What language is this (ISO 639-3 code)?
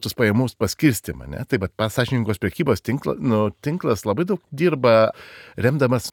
lit